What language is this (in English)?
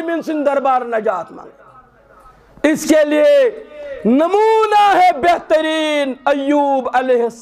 Kashmiri